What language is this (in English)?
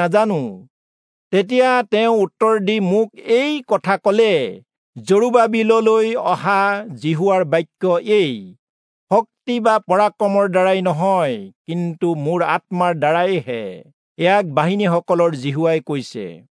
Assamese